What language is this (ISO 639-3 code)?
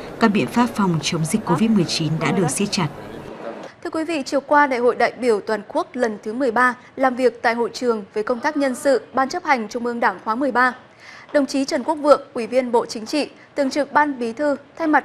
vie